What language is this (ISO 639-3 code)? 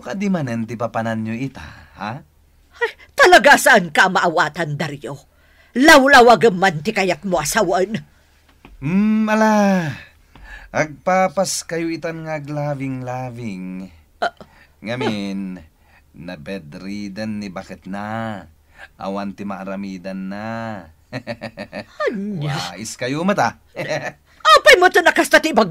ilo